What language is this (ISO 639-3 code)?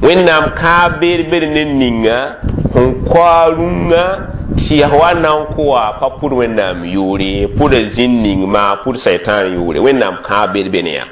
mos